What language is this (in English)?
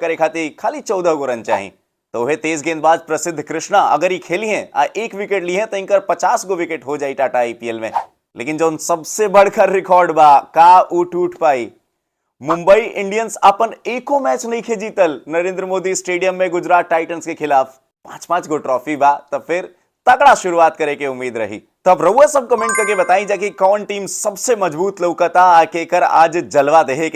Bhojpuri